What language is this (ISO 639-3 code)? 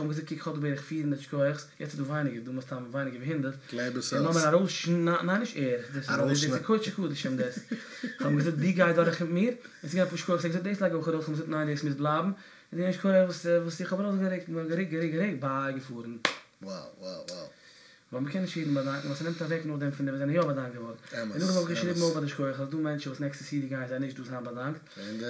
yid